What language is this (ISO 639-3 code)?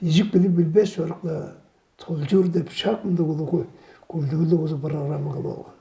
tyv